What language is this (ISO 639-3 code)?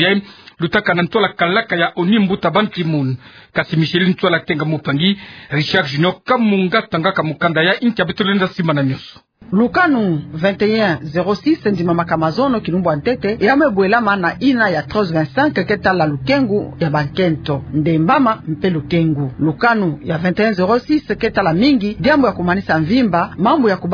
ktu